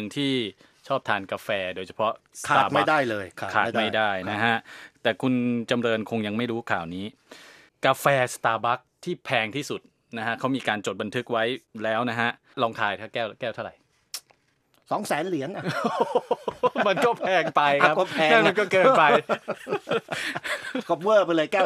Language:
Thai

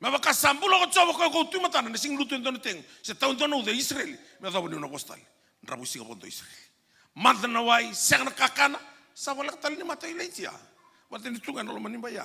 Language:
Fijian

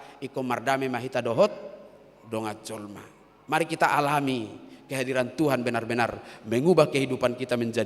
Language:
Batak Toba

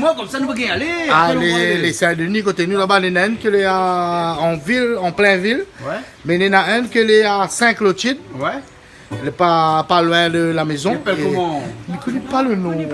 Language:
Réunion Creole French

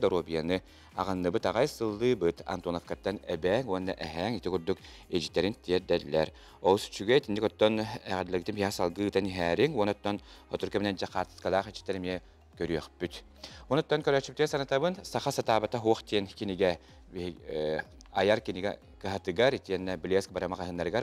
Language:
Yakut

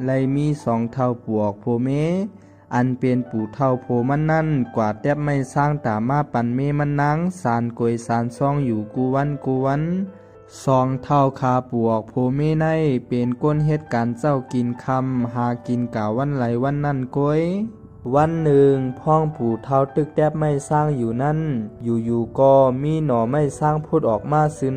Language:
Shan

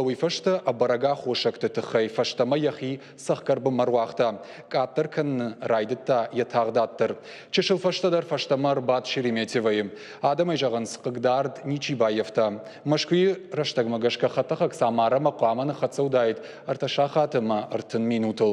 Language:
Ossetic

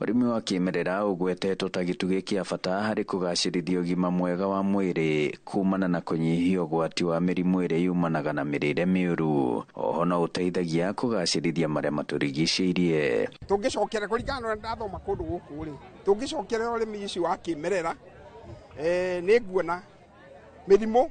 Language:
Kikuyu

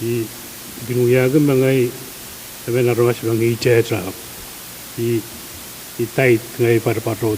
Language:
Pohnpeian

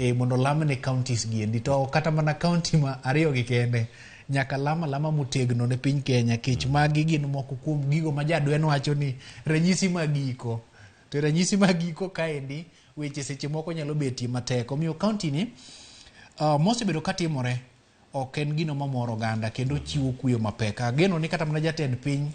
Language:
Luo (Kenya and Tanzania)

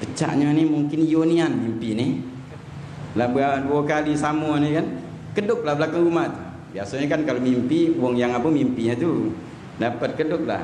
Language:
Musi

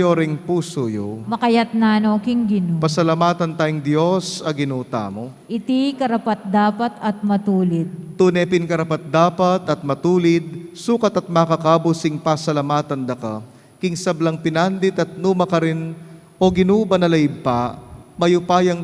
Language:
Pampanga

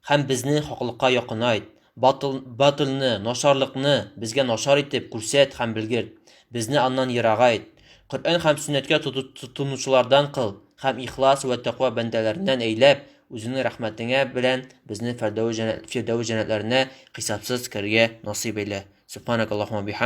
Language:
Tatar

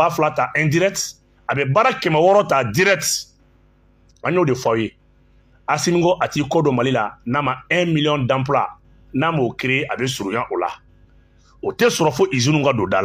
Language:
Bambara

